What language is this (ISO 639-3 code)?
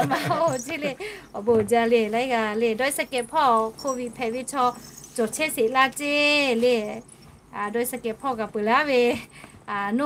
lhu